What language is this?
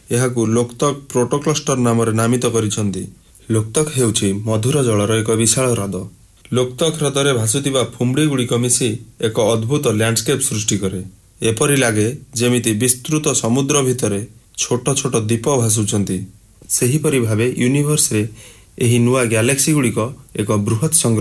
Odia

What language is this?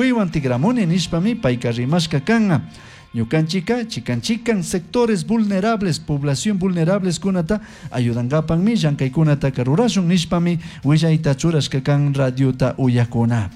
Chimborazo Highland Quichua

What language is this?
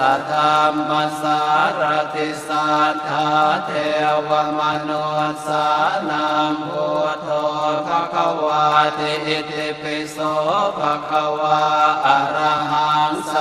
Pali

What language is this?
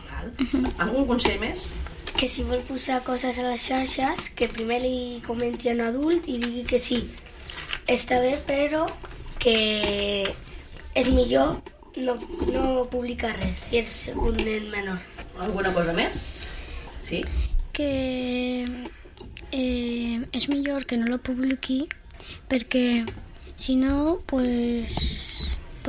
Catalan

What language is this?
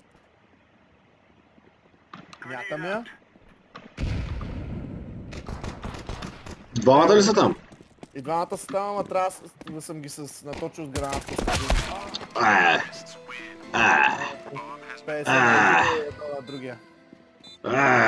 Bulgarian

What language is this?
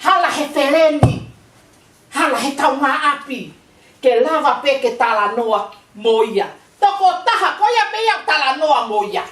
Tongan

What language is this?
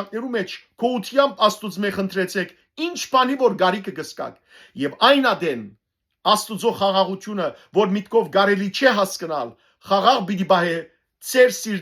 Western Armenian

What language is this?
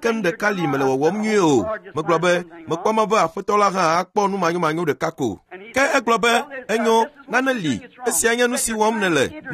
Ewe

